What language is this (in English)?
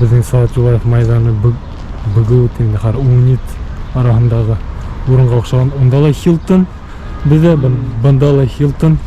Bashkir